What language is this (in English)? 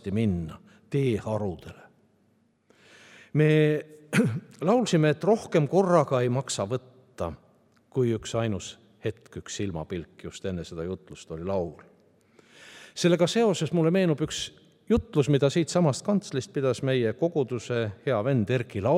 Estonian